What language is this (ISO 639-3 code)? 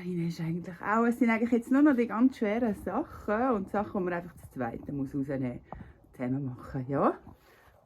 gsw